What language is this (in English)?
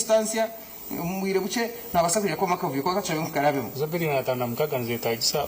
Nyankole